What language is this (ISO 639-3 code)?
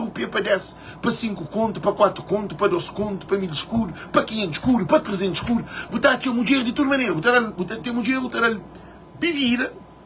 kea